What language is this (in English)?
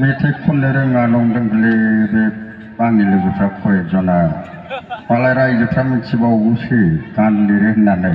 Bodo